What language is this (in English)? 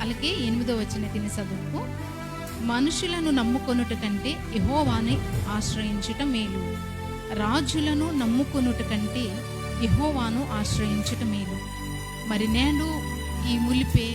Koya